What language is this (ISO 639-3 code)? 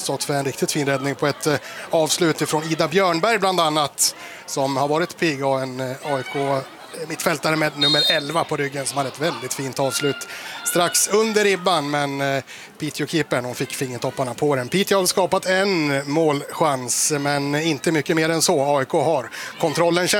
swe